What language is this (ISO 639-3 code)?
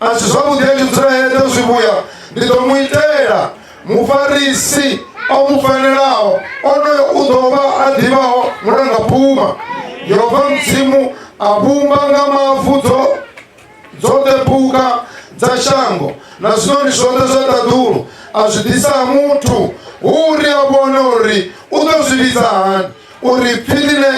ven